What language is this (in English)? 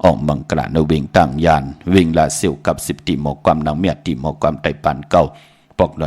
Shan